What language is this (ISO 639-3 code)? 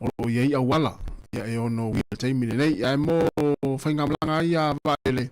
smo